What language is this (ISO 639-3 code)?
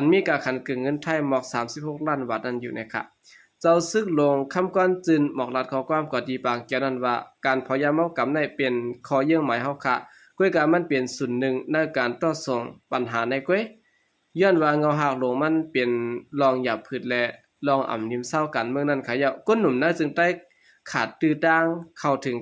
shn